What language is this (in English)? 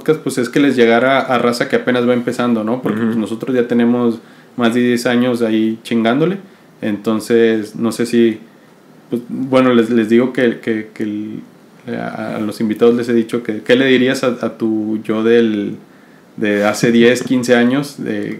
Spanish